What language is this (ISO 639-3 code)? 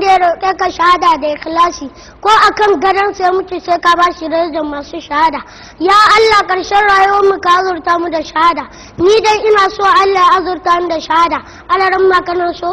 hau